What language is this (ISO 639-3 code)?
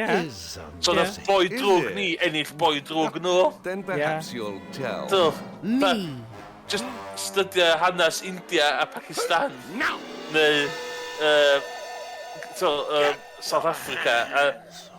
cym